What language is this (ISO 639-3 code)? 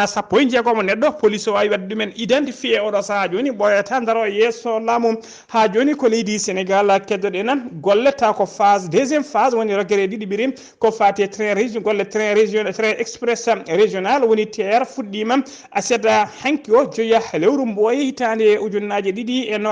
ful